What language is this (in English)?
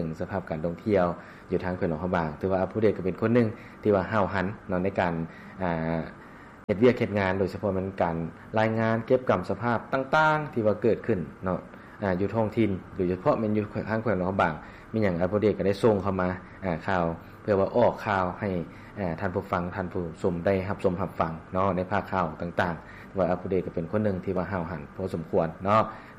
Lao